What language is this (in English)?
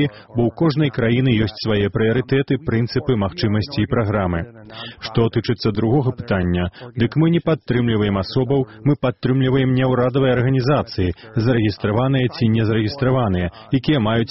Belarusian